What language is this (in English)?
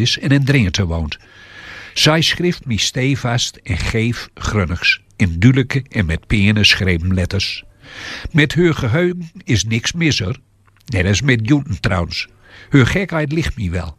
Gronings